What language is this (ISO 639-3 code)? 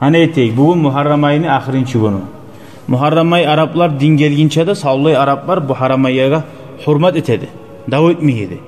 kum